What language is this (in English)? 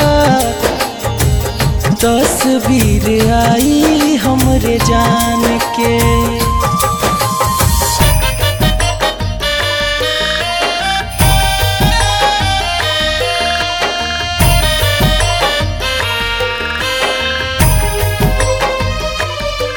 Bhojpuri